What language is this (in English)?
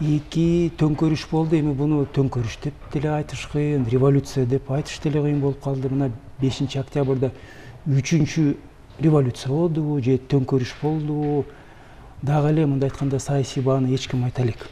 Kyrgyz